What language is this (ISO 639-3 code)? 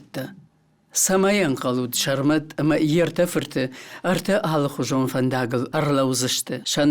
oss